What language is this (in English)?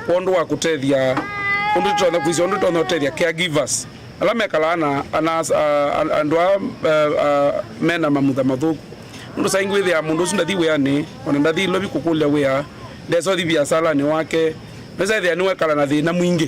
Kamba